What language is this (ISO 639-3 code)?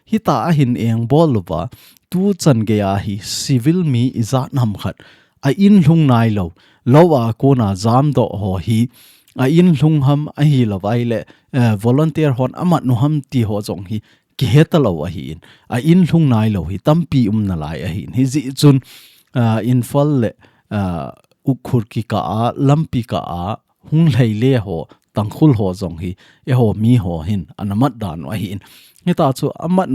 tcz